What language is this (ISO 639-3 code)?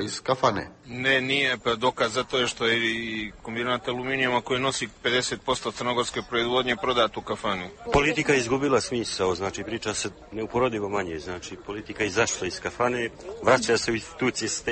srp